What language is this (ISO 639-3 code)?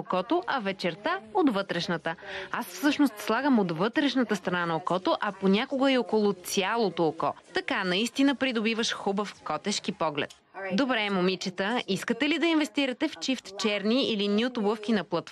bul